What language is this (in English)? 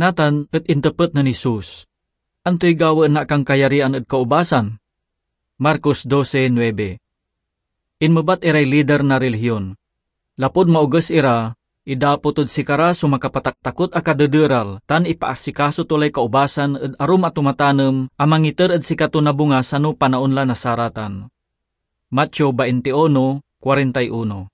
Pangasinan